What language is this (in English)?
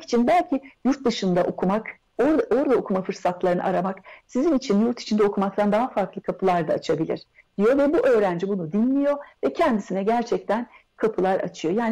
Turkish